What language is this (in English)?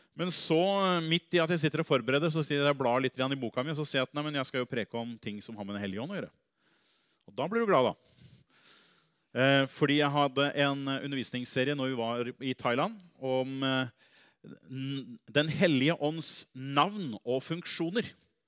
Norwegian